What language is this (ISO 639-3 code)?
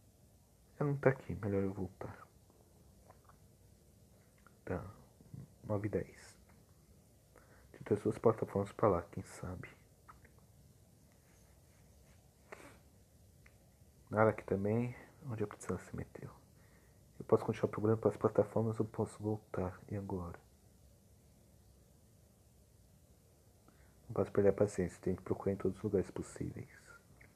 por